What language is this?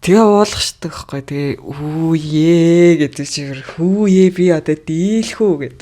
Mongolian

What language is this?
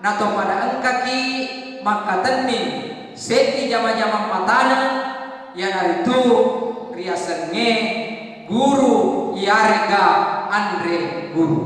Buginese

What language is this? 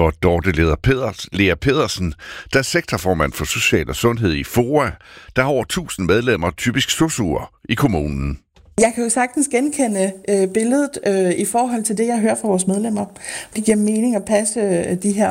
Danish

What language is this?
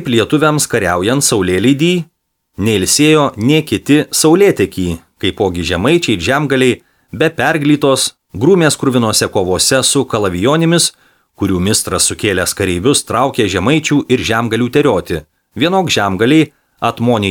Lithuanian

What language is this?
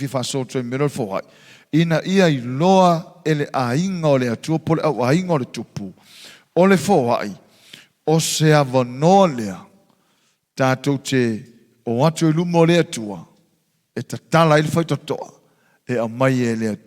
Samoan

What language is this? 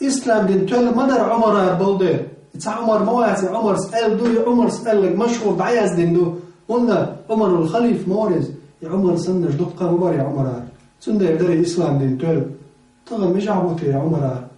Chechen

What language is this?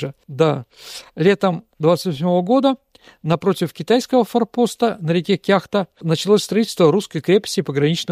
Russian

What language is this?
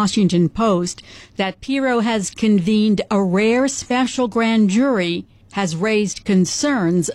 English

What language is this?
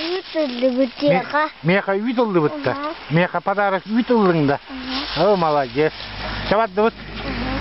Yakut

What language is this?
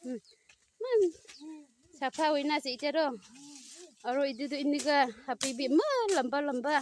Naga Pidgin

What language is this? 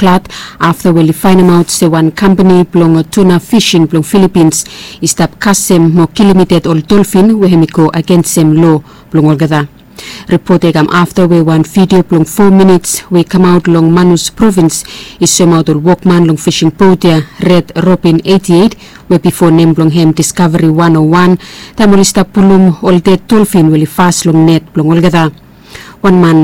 Bislama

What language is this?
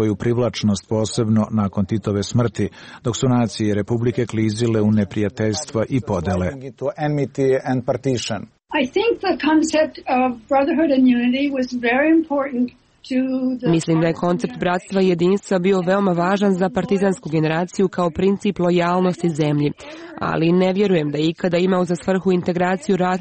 Serbian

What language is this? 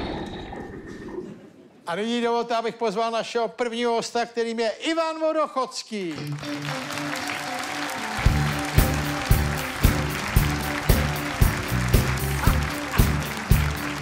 Czech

